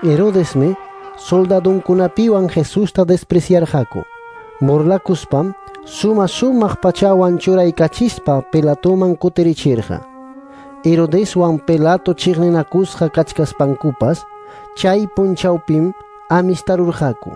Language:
Quechua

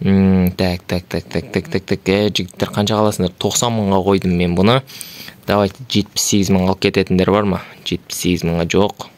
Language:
Kazakh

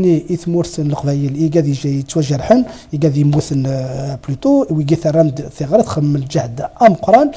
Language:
Kabyle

